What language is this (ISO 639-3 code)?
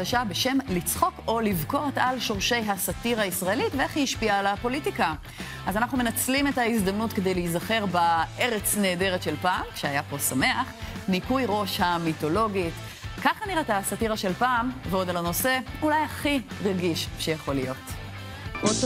heb